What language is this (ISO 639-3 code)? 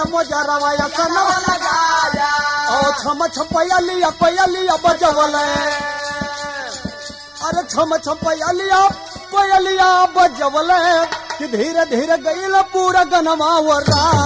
bho